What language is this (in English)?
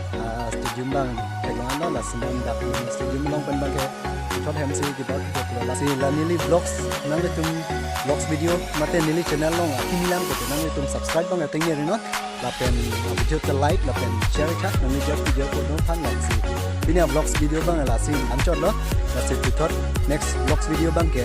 Karbi